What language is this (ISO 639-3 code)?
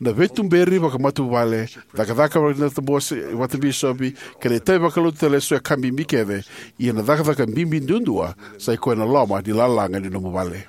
fij